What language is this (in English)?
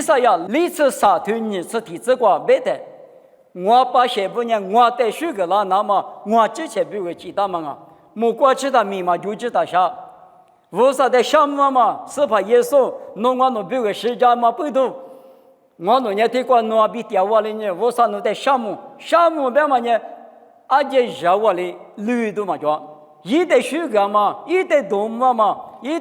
Lisu